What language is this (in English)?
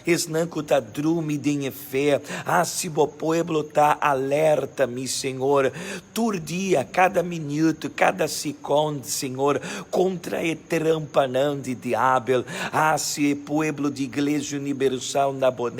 Papiamento